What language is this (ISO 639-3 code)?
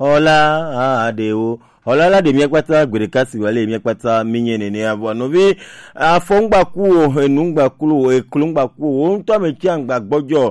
gej